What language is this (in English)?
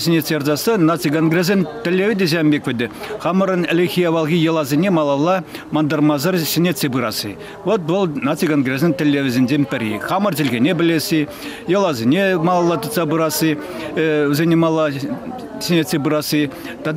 Chuvash